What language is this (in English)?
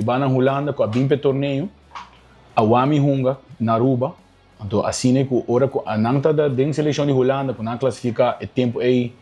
Papiamento